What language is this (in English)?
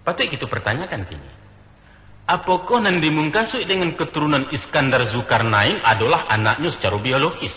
Minangkabau